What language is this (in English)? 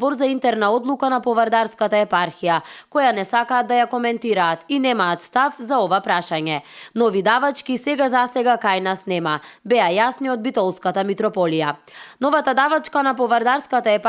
Macedonian